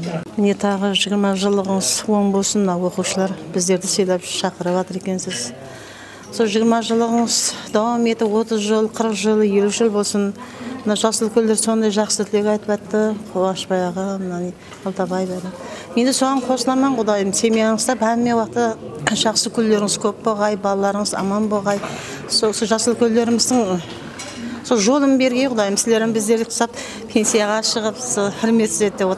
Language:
Kara-Kalpak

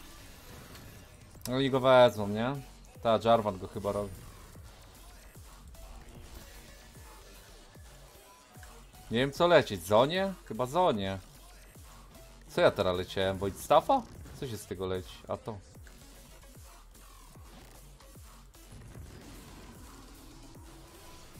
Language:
Polish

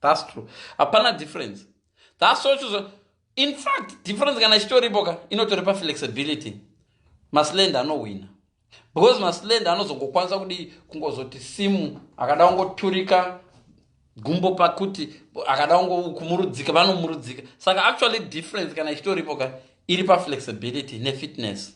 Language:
Shona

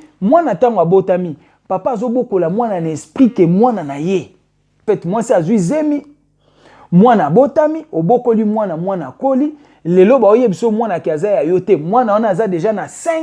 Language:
Lingala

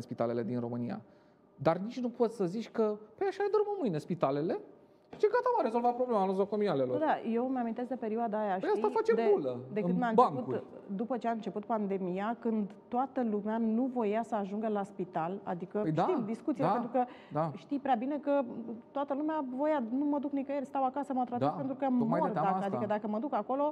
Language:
Romanian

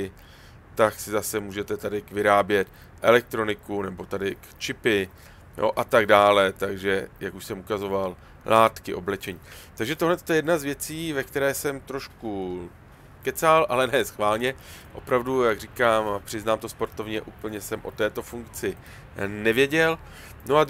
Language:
Czech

